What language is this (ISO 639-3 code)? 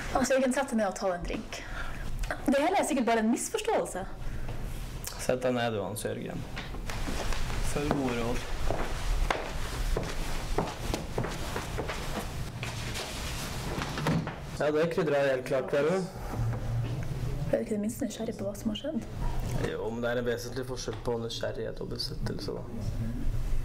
nor